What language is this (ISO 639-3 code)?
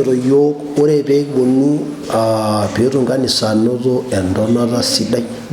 mas